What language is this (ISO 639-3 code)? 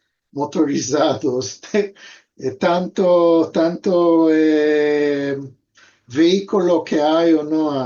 lad